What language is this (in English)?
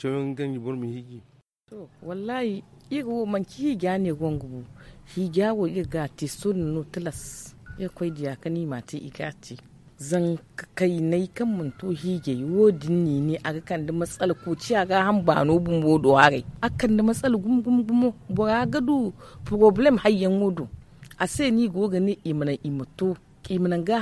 Zarma